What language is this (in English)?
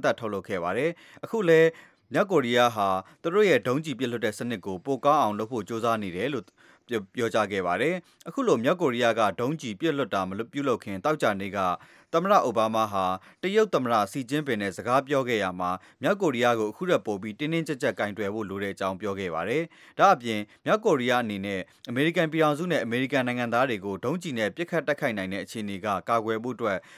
Burmese